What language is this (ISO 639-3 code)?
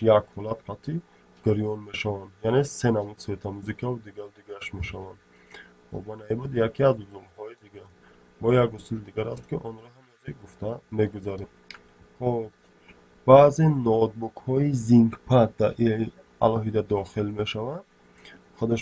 tgk